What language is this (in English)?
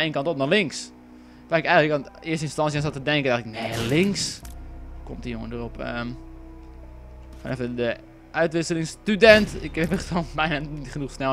Dutch